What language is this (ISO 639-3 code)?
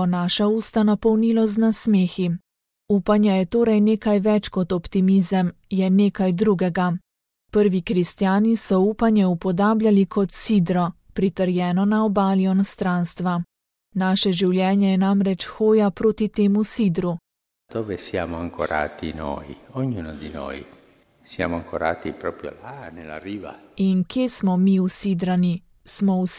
slv